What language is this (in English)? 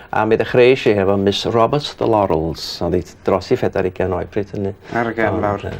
Welsh